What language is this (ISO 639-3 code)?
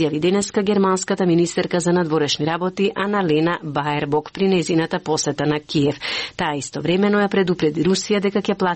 mkd